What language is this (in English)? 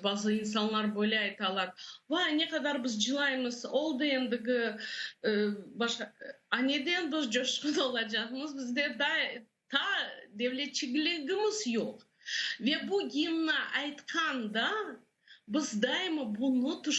Crimean Tatar